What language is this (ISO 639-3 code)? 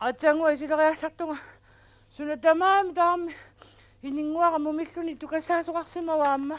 kal